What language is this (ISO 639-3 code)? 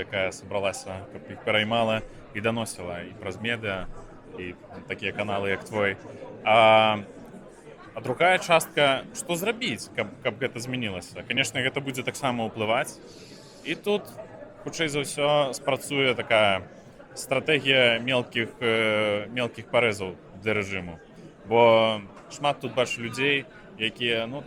bel